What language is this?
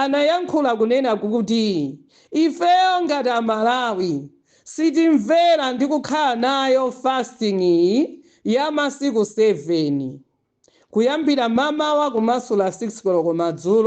Nyanja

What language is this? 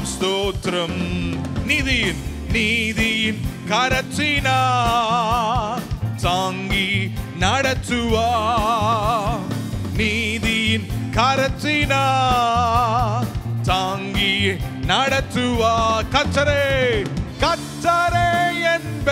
Tamil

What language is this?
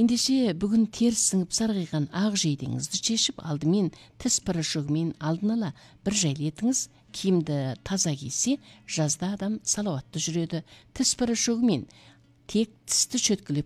Kazakh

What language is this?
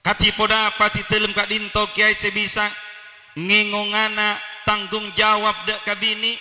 Madurese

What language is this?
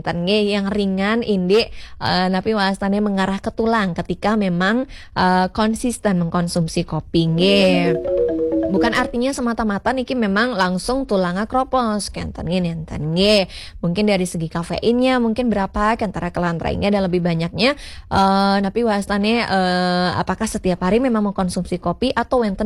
Balinese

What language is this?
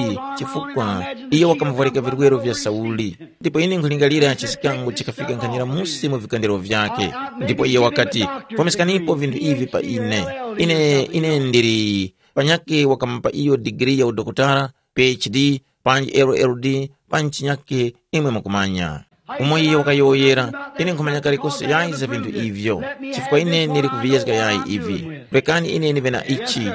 Tumbuka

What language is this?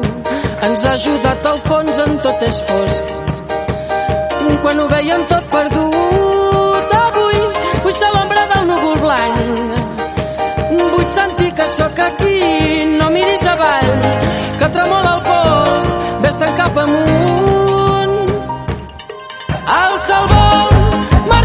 Catalan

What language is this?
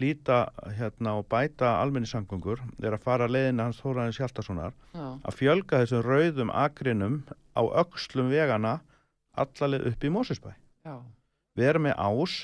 Icelandic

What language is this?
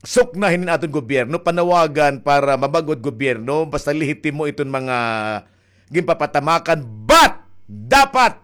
Waray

